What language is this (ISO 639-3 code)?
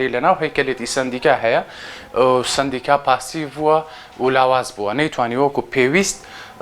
ckb